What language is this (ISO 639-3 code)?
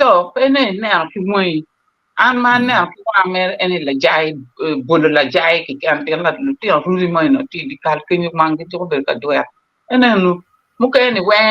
ach